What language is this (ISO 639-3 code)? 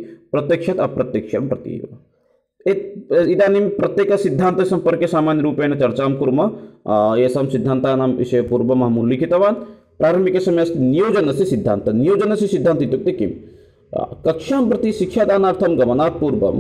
san